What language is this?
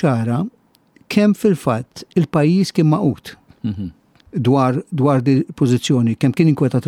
Maltese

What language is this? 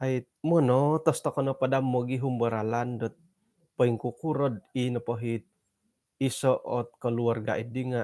Central Dusun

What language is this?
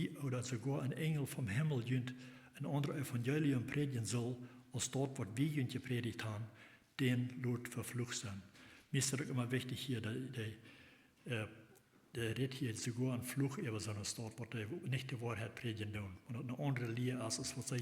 Plautdietsch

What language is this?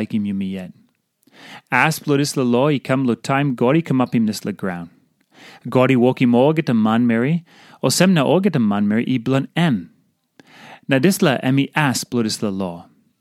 Tok Pisin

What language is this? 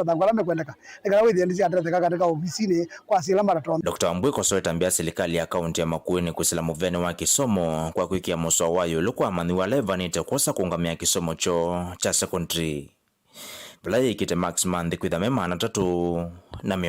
Kamba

